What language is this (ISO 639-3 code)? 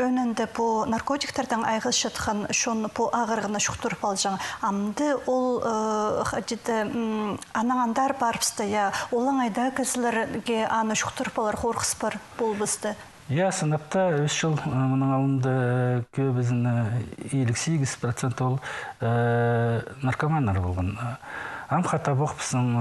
kjh